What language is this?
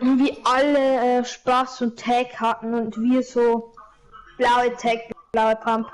Bavarian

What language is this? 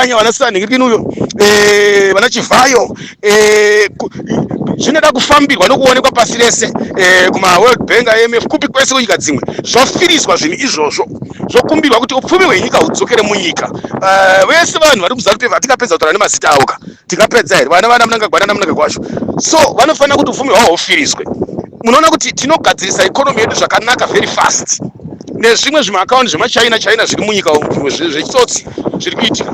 Shona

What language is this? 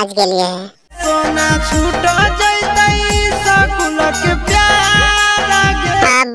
Magahi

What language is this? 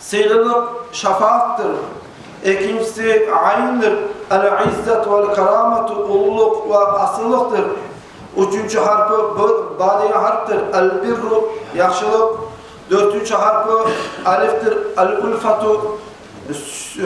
Kumyk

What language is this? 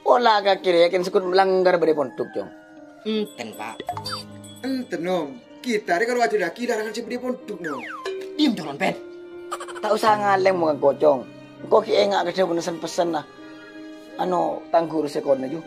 Madurese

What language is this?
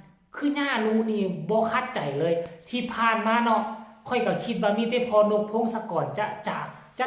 Northeastern Thai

